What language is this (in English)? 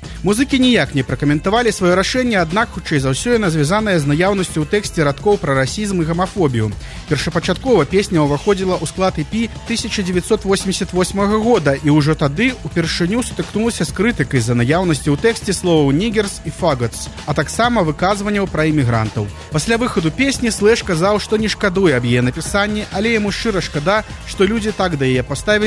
Belarusian